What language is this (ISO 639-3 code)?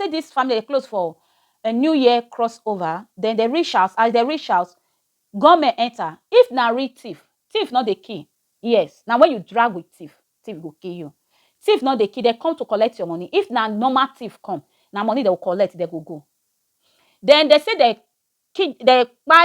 pcm